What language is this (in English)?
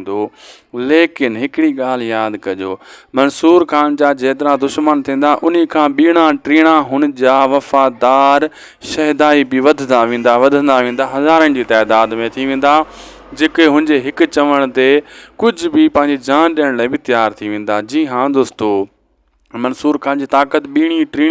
Sindhi